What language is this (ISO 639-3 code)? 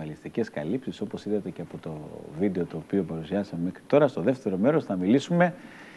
ell